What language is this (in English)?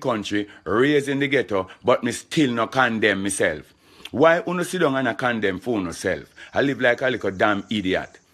Jamaican Creole English